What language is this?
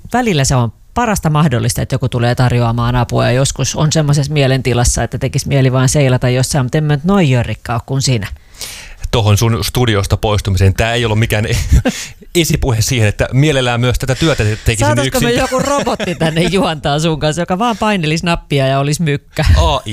Finnish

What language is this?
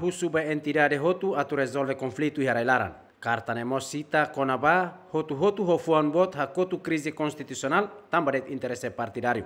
Tetum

